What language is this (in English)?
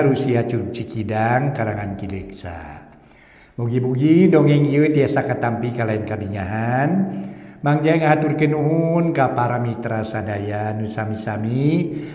Sundanese